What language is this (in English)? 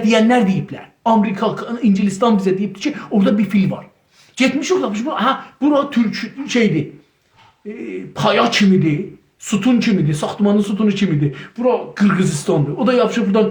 South Azerbaijani